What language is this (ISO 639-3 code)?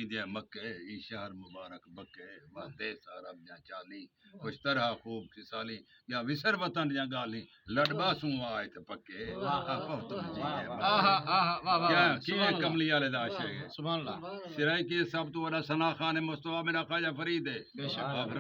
skr